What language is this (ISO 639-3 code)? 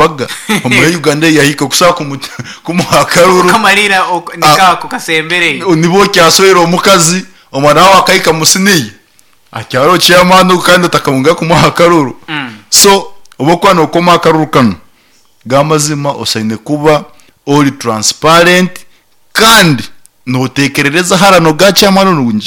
nyn